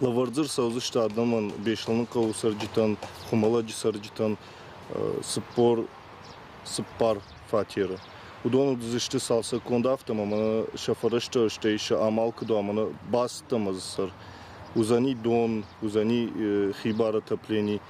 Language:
Ossetic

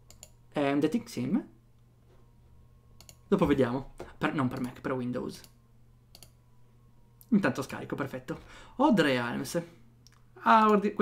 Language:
Italian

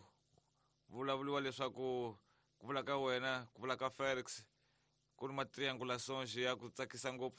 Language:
Tsonga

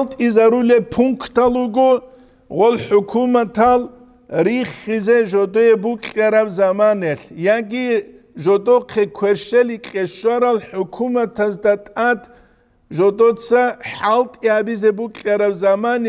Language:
Avaric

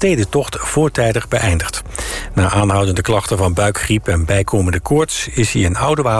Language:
Dutch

